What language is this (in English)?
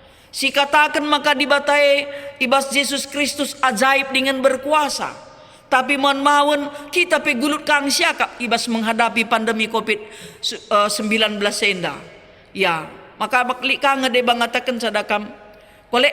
Batak Karo